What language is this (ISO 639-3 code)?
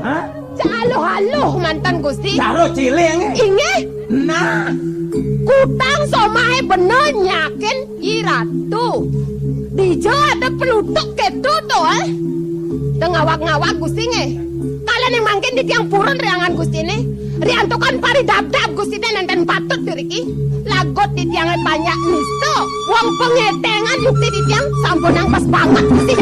ban